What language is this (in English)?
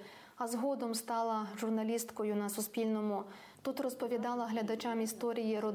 Ukrainian